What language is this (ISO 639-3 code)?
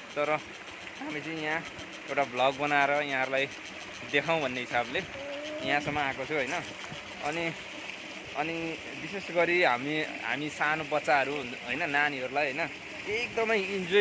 nep